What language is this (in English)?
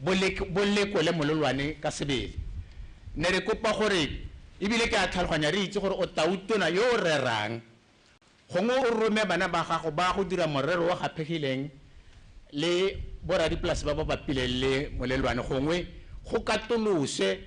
Tswana